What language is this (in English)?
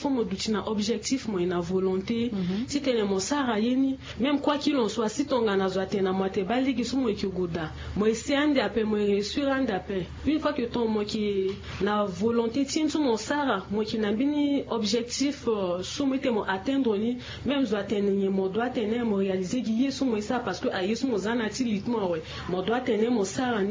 Sango